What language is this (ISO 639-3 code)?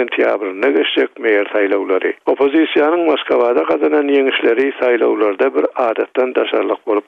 tuk